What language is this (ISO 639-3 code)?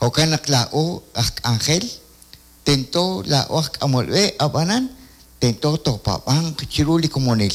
kek